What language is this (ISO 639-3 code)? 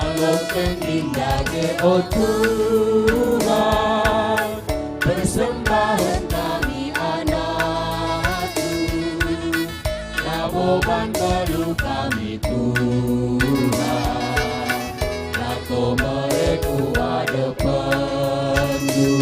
btx